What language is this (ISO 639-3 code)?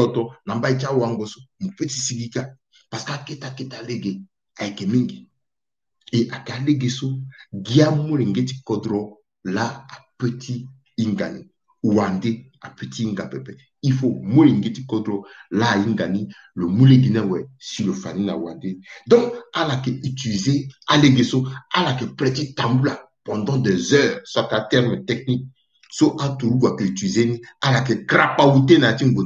sag